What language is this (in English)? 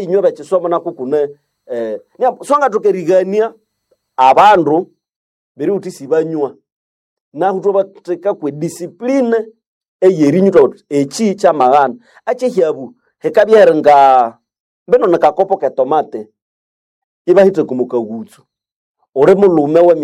Nande